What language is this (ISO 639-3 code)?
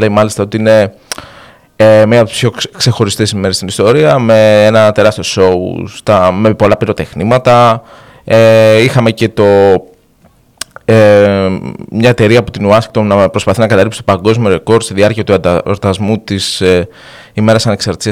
ell